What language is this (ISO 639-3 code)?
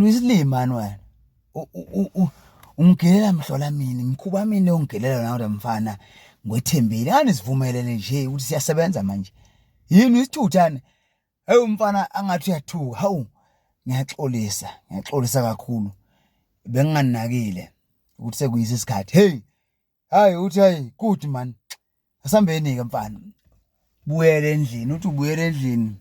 zul